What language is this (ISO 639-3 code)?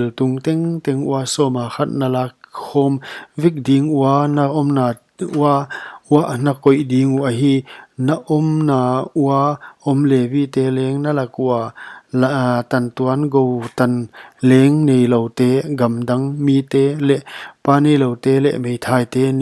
pck